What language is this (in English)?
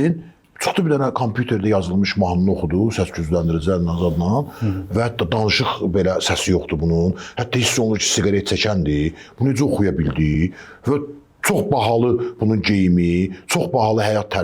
Azerbaijani